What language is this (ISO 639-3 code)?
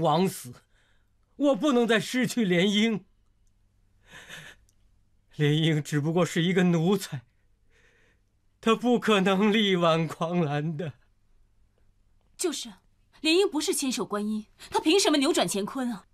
zho